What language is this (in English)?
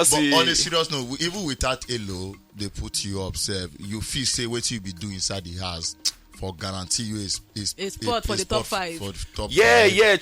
Nigerian Pidgin